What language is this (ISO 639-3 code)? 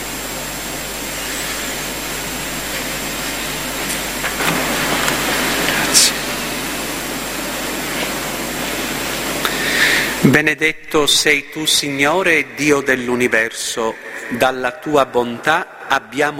ita